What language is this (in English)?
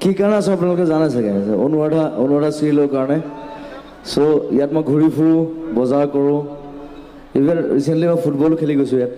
Assamese